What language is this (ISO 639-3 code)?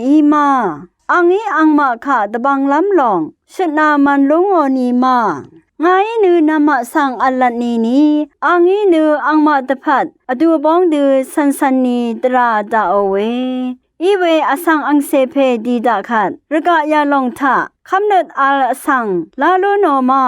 raw